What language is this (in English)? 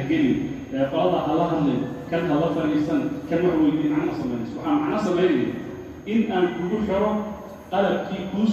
Somali